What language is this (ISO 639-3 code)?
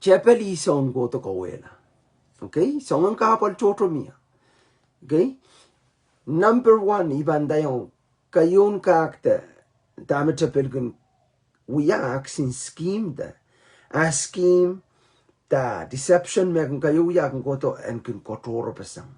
pon